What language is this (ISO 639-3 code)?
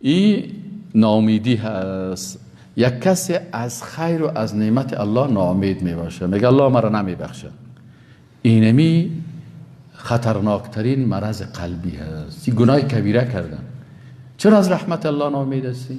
fas